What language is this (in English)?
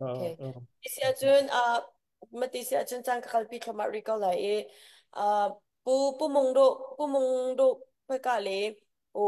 Hakha Chin